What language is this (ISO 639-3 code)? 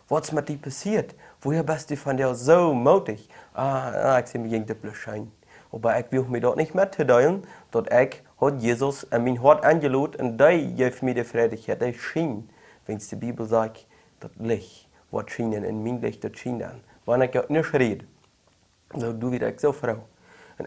pdt